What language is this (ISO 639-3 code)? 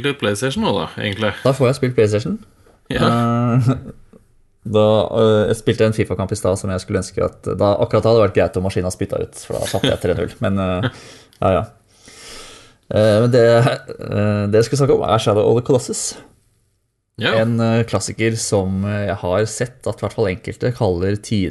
nor